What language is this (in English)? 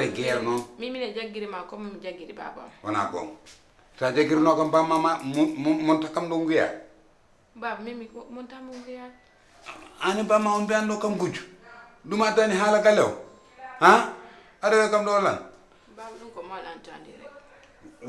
Fula